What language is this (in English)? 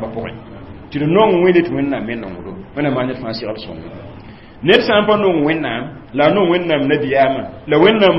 Mossi